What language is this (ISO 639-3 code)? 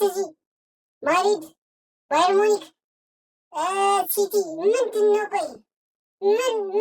amh